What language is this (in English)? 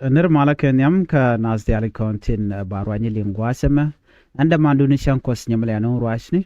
Nuer